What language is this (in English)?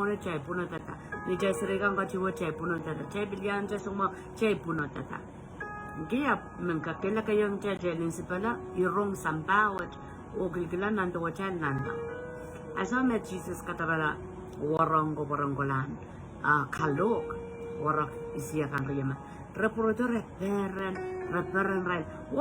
Pohnpeian